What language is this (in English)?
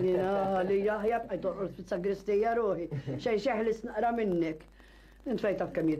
Maltese